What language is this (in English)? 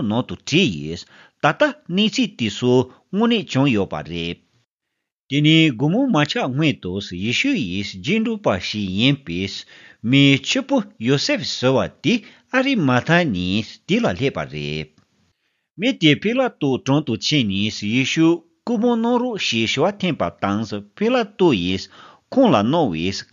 Tibetan